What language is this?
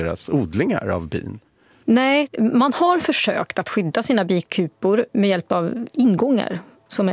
Swedish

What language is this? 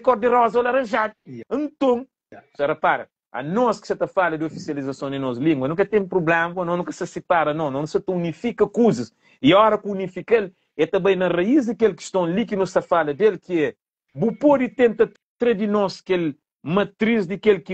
Kabuverdianu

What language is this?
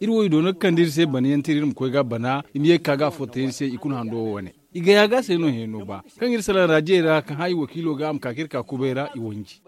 Zarma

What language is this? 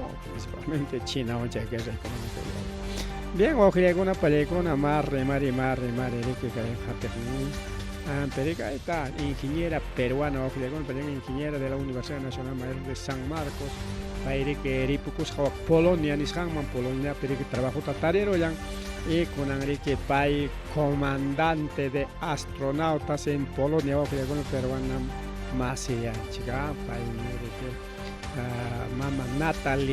Ayacucho Quechua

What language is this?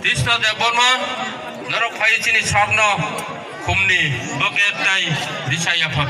Kok Borok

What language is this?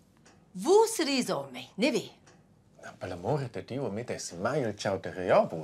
Romansh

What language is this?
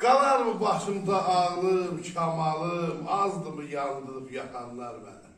South Azerbaijani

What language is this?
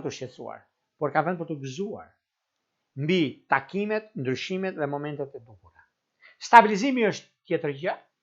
Albanian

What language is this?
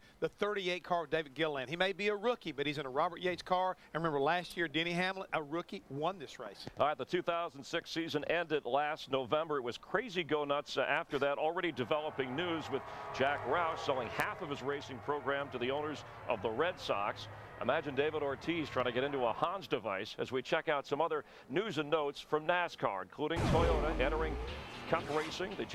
English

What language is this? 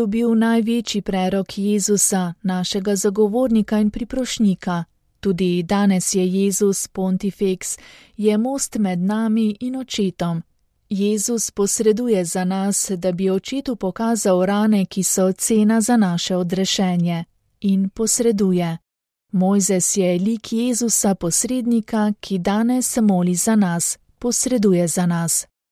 Slovenian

